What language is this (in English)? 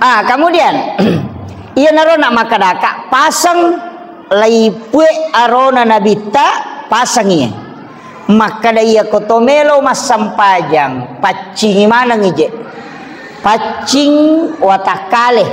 Buginese